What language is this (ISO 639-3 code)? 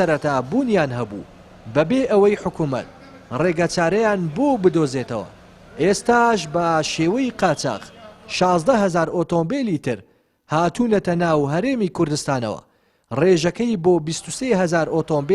ckb